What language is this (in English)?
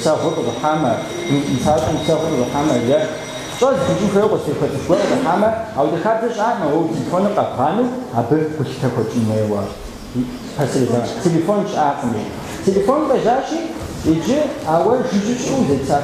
Kabardian